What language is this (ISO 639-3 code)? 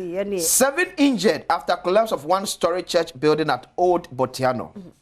aka